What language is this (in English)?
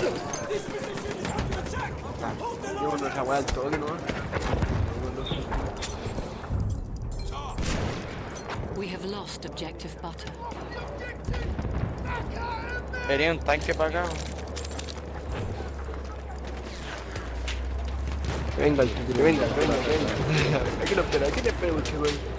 Spanish